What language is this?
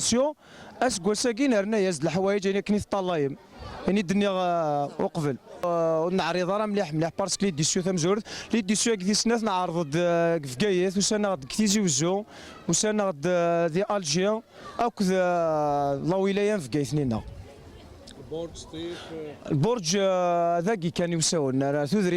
Kabyle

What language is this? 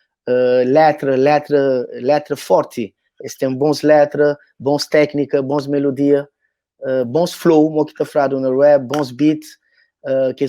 Kabuverdianu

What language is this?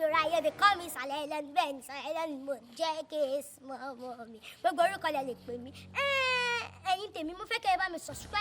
Yoruba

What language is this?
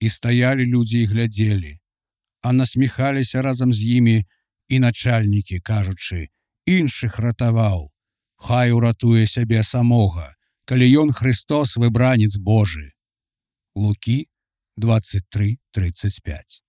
Belarusian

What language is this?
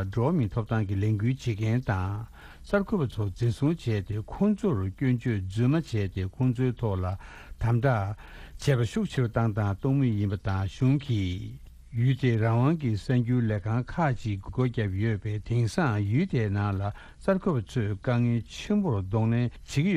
Tibetan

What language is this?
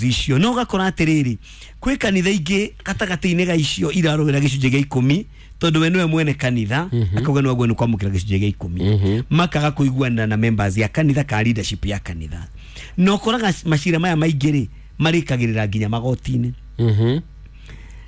Kikuyu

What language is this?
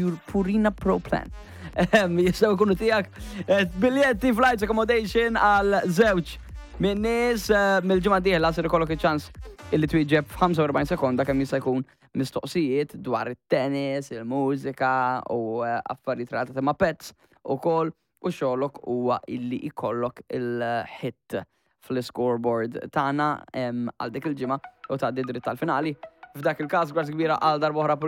Maltese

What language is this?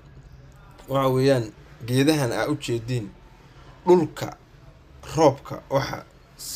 Somali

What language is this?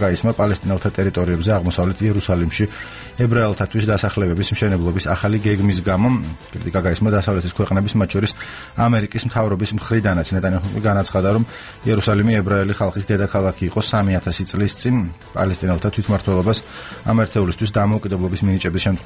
Georgian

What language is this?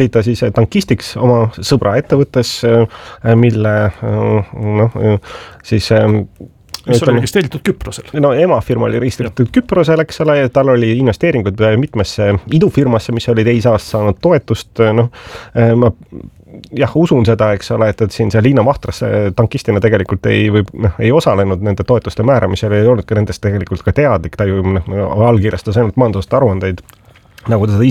Estonian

